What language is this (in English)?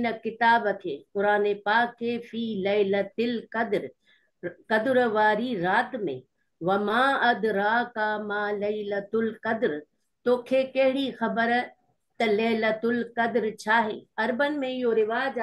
Sindhi